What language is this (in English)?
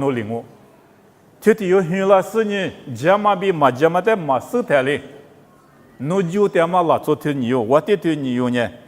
Lisu